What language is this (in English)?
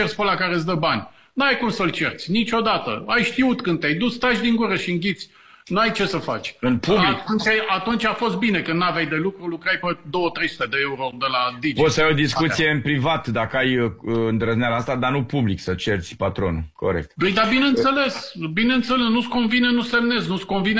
Romanian